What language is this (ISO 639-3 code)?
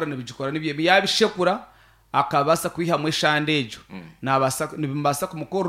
nyn